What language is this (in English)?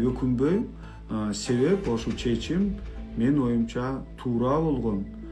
Kyrgyz